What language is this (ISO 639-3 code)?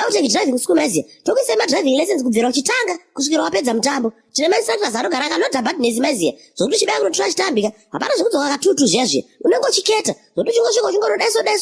sna